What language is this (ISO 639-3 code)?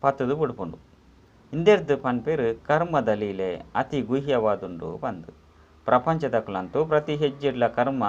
tcy